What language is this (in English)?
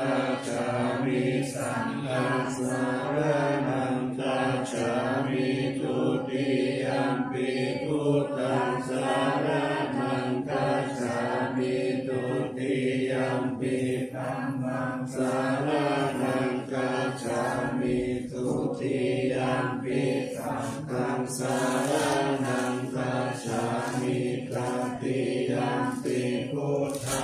Pali